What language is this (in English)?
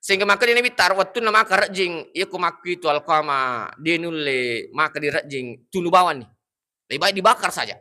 Buginese